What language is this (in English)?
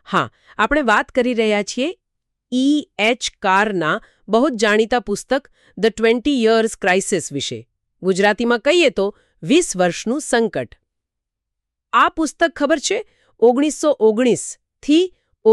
Gujarati